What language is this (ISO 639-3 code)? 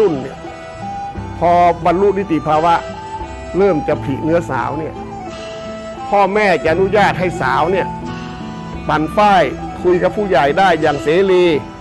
tha